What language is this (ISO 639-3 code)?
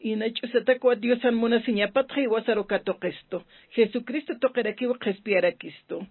aym